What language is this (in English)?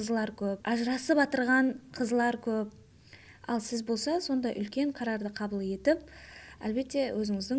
Kara-Kalpak